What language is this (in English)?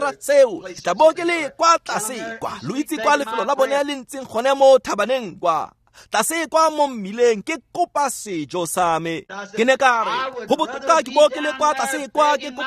Tswana